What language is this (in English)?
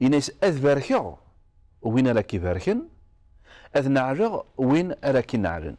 Kabyle